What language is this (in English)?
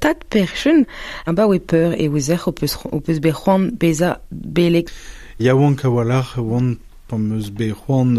Breton